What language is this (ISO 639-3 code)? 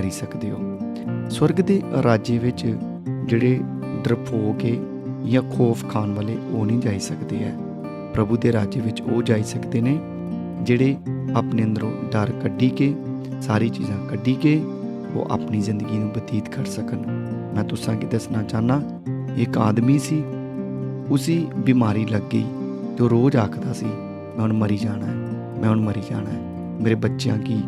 doi